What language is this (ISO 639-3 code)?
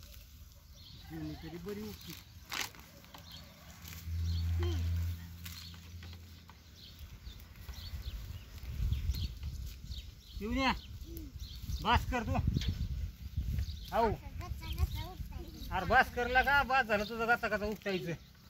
mar